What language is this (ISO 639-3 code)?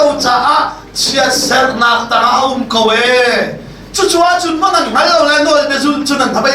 cnh